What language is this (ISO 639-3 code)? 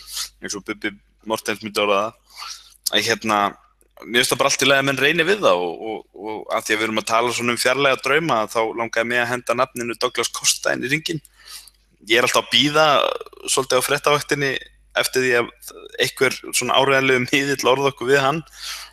isl